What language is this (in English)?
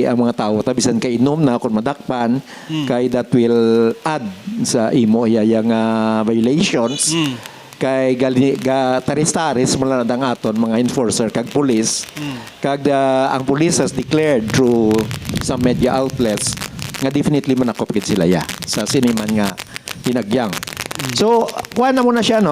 Hiligaynon